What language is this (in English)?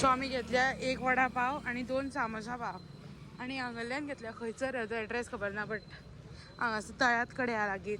Konkani